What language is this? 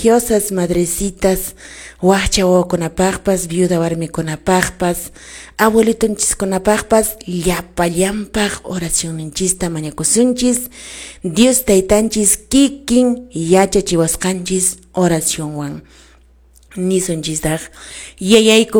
Quechua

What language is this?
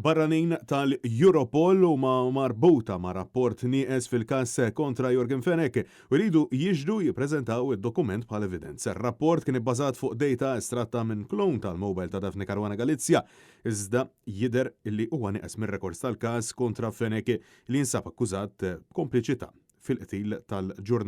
Maltese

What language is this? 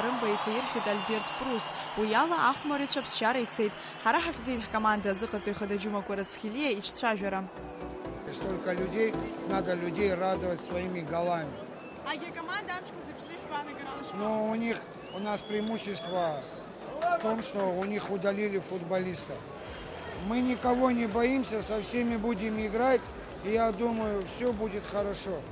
Abkhazian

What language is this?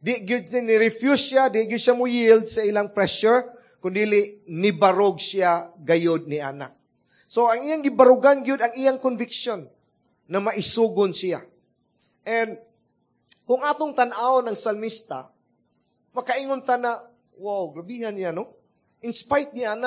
Cebuano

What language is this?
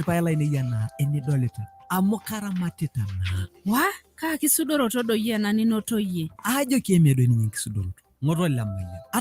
Masai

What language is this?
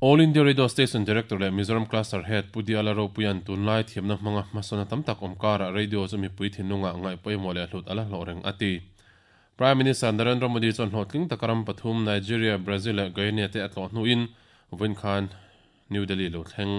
Mizo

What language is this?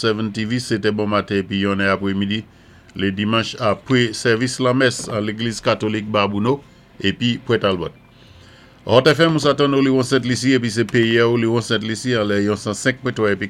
Saint Lucian Creole French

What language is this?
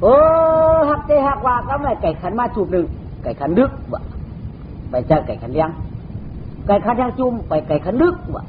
Shan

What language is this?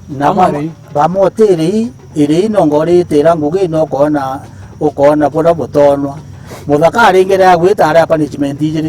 Meru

